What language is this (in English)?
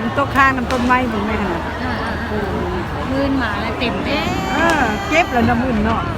Lao